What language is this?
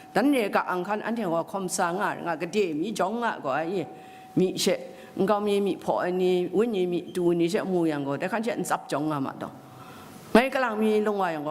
Kachin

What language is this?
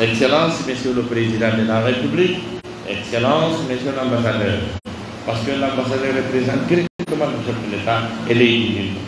Pular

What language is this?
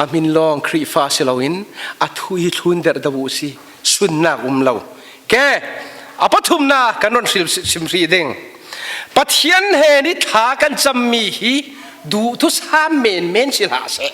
Falam Chin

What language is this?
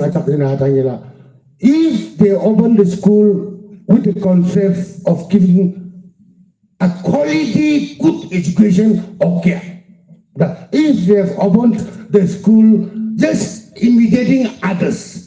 Yimchungru Naga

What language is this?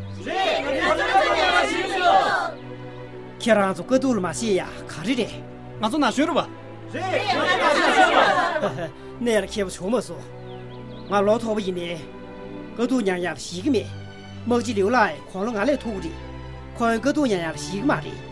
Tibetan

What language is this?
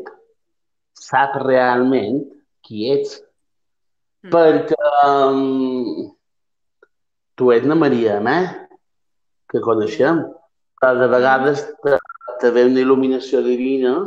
Catalan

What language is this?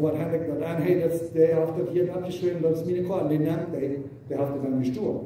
Plautdietsch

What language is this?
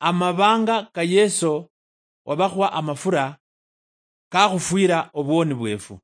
Luyia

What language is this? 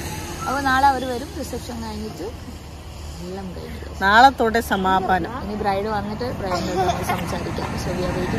Malayalam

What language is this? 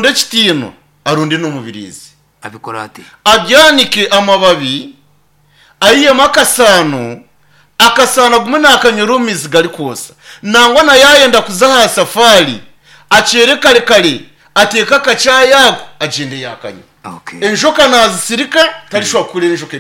Nyankole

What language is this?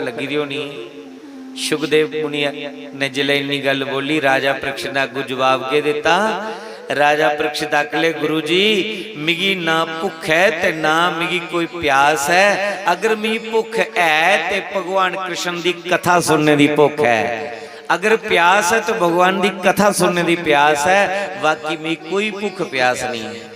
Dogri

